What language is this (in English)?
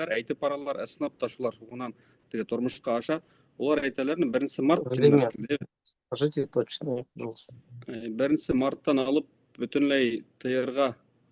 Bashkir